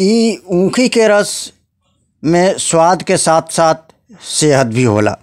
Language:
Bhojpuri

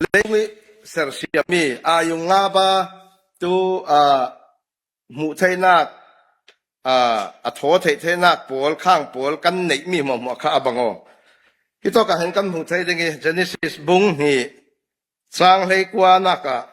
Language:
Falam Chin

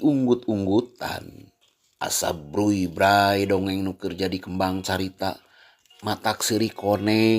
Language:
Sundanese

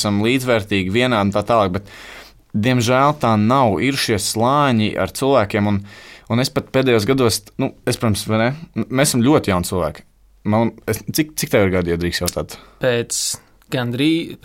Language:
Latvian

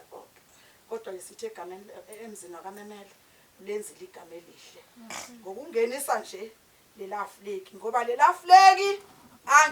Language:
Zulu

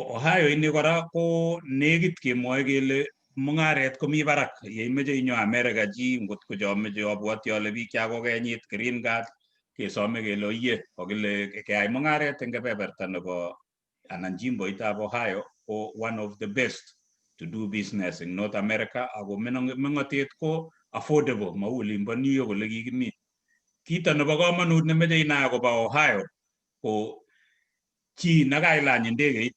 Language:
Kalenjin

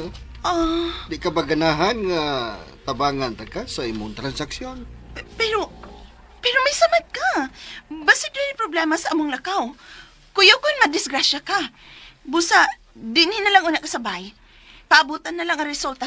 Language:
Cebuano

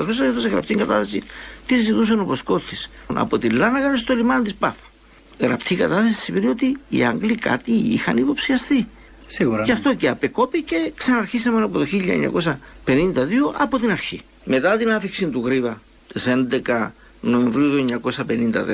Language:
Greek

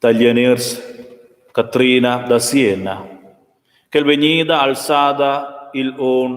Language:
Romansh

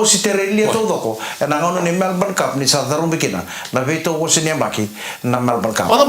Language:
Fijian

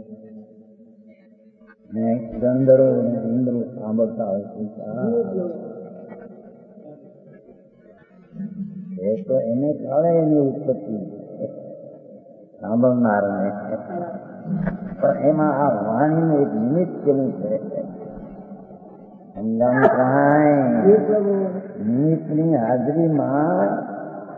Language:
Gujarati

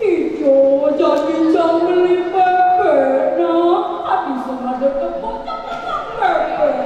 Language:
Balinese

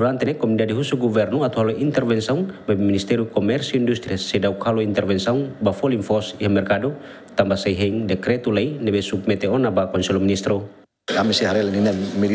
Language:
Tetum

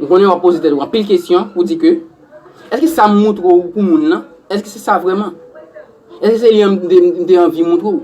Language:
Haitian Creole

